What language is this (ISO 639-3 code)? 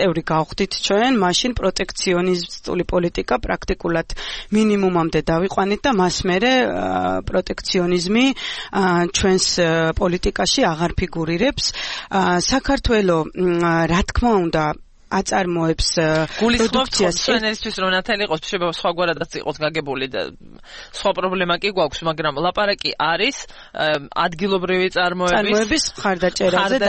kat